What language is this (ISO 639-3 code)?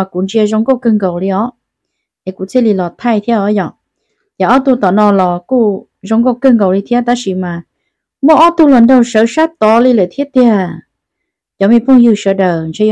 hmn